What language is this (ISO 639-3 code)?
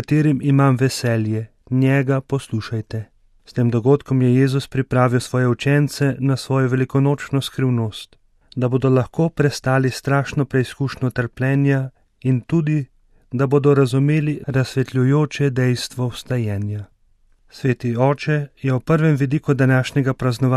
slv